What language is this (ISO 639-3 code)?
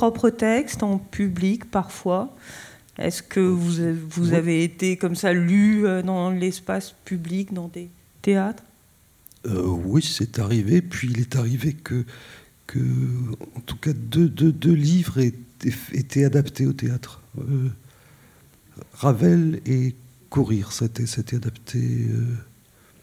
fra